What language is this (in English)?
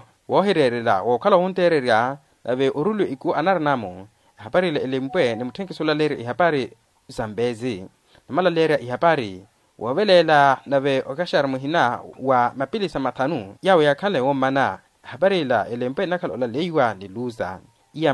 Makhuwa